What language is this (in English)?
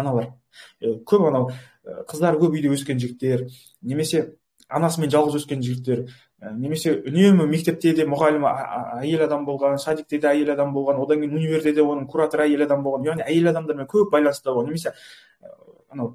Kazakh